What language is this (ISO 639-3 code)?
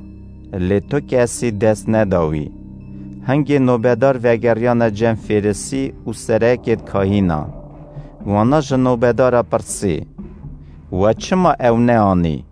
kur